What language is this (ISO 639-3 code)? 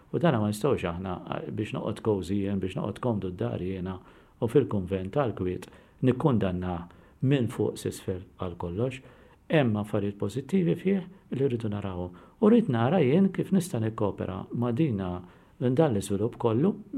mlt